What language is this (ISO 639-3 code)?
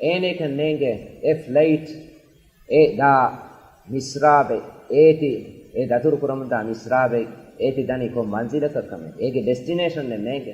div